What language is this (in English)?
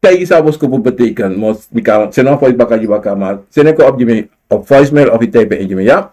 Sranan Tongo